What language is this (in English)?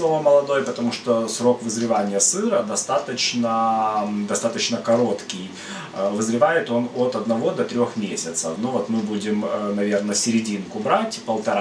Russian